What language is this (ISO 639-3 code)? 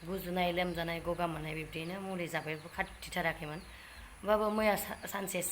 brx